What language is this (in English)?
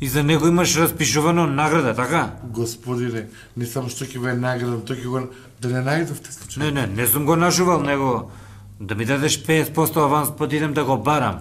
Macedonian